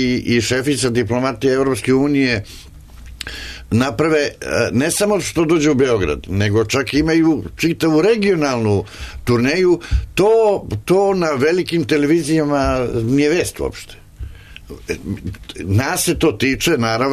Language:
Serbian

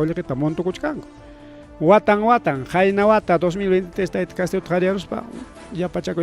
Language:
Ayacucho Quechua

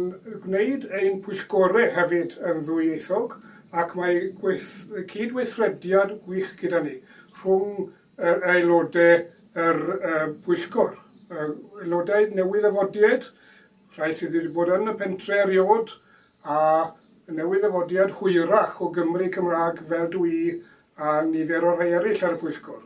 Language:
Welsh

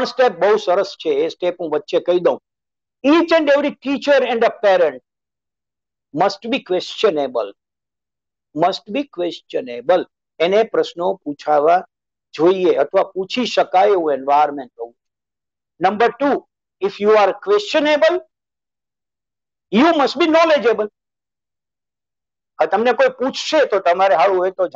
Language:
Gujarati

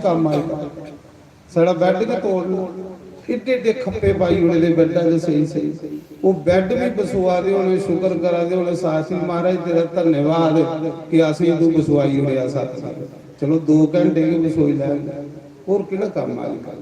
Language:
Dogri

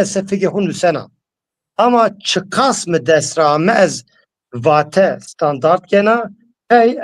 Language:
Zaza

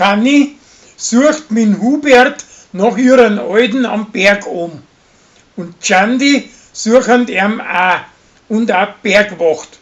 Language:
Bavarian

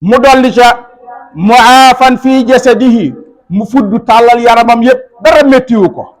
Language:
Wolof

